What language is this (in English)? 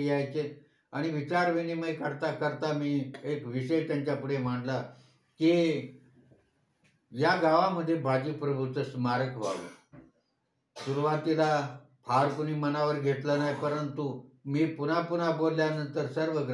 Marathi